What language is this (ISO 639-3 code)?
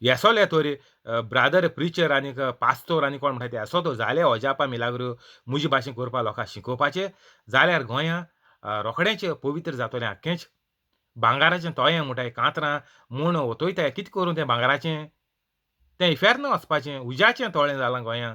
kok